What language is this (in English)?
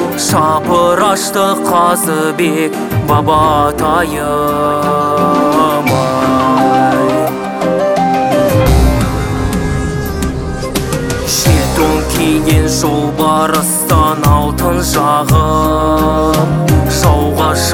Kazakh